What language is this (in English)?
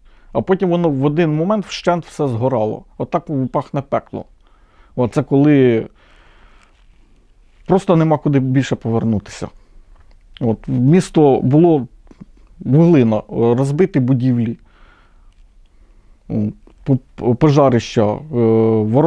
Ukrainian